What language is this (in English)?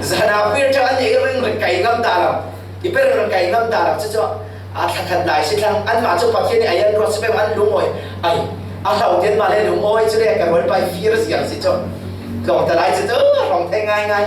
Falam Chin